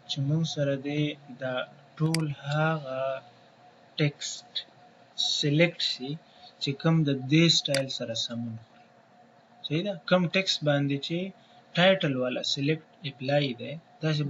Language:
Pashto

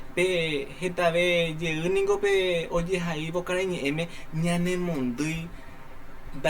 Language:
Guarani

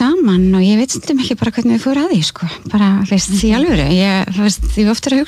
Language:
Icelandic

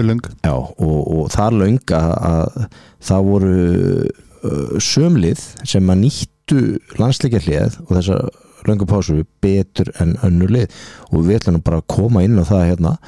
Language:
Icelandic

